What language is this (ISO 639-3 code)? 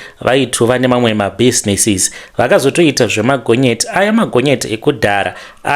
sna